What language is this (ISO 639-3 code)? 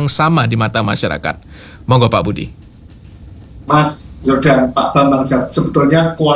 ind